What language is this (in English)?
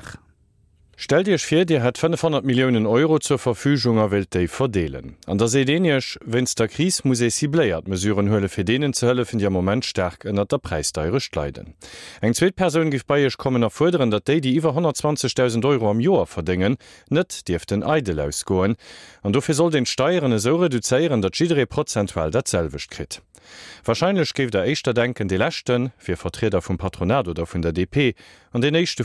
Luxembourgish